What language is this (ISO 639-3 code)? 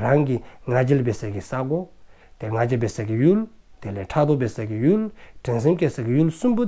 dzo